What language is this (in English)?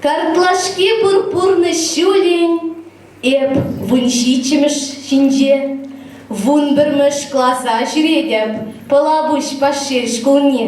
Chuvash